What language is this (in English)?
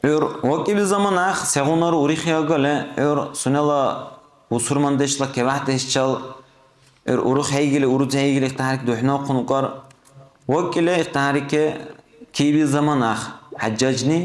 Dargwa